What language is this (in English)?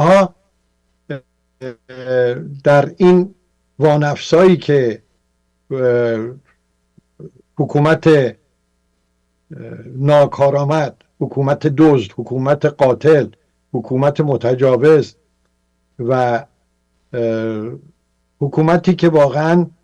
Persian